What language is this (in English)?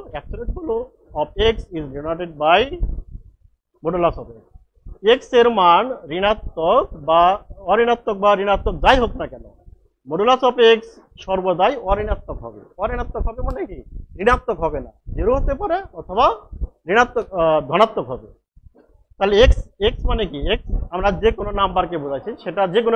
Bangla